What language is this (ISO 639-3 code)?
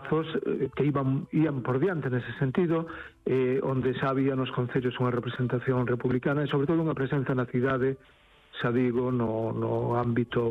glg